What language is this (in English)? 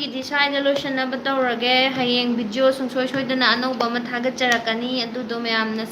Manipuri